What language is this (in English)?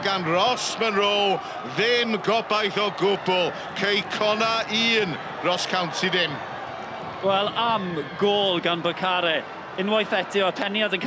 Welsh